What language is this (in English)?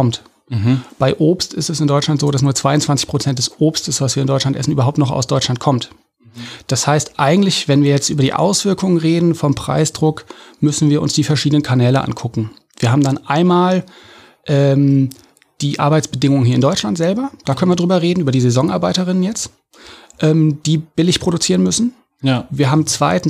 German